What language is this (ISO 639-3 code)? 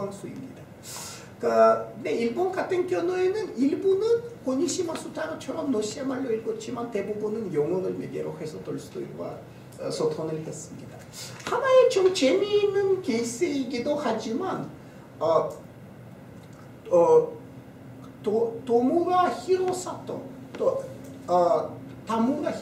kor